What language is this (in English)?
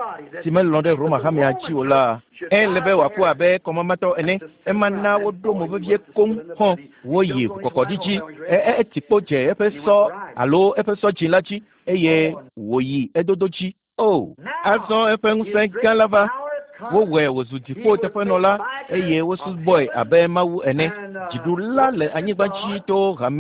Ewe